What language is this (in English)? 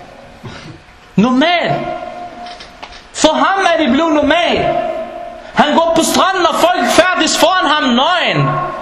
Danish